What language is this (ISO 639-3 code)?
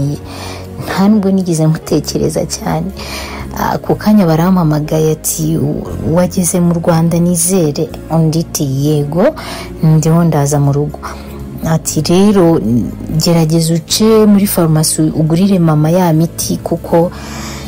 kin